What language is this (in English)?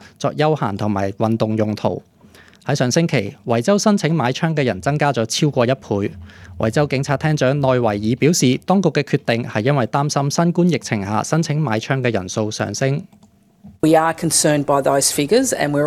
Cantonese